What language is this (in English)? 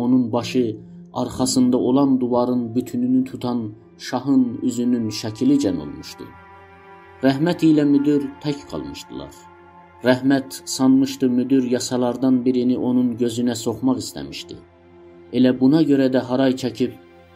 South Azerbaijani